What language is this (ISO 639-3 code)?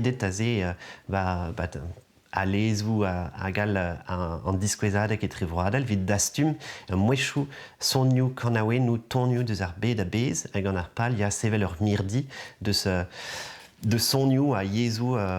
bre